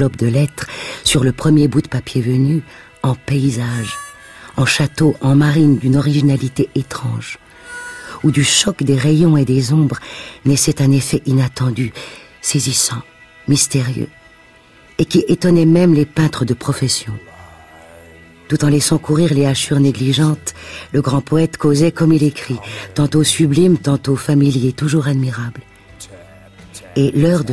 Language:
French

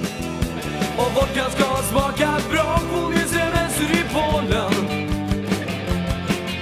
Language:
Swedish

